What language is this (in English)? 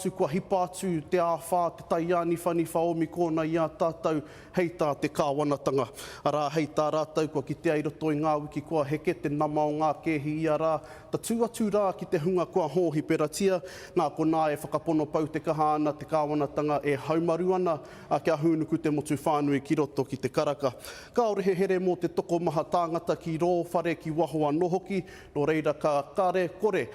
Māori